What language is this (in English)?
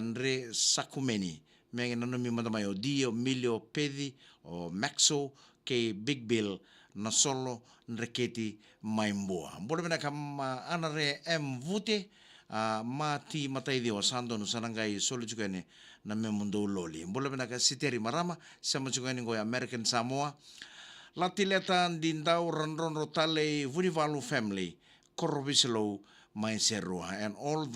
Fijian